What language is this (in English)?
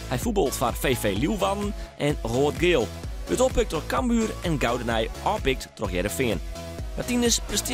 Western Frisian